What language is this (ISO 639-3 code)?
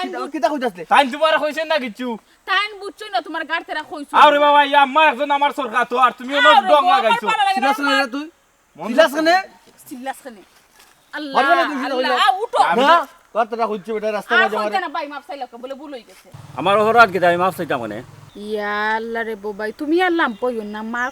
syl